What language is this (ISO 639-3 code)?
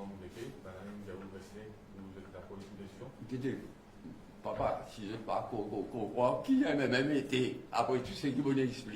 mfe